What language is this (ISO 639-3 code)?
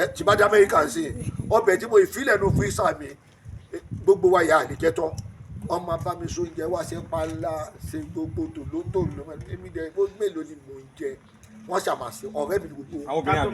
yor